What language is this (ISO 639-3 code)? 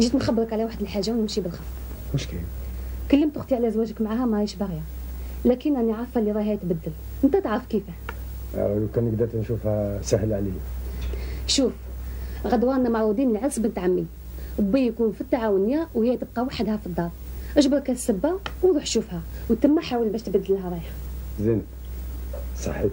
arq